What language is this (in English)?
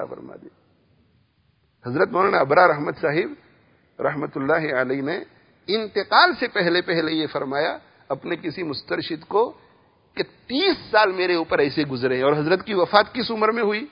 Urdu